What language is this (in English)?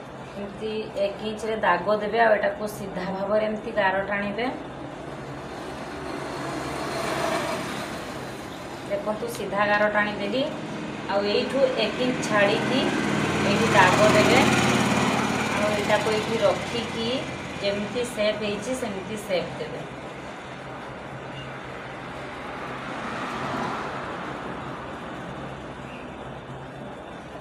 Odia